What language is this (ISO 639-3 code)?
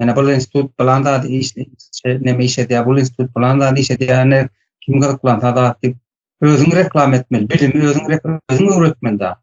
tuk